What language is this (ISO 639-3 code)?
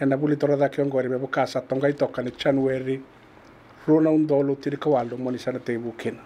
fij